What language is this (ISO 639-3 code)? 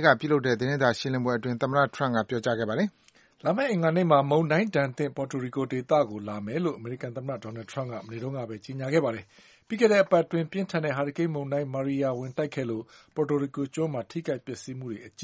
mya